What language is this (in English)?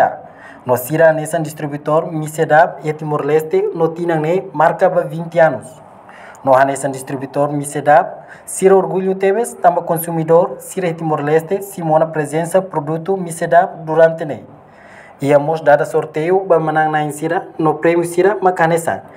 Tetum